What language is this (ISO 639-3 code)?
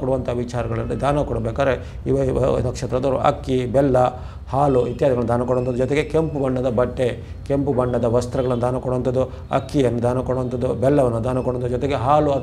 kan